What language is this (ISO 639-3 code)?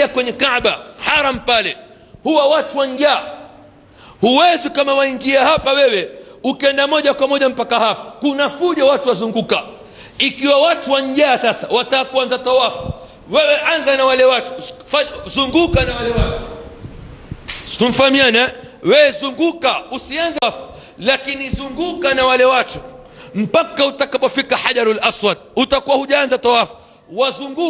swa